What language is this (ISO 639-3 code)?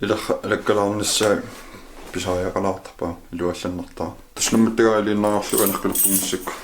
kal